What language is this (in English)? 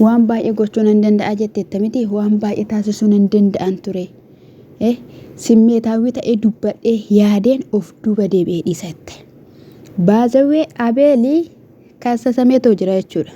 Oromo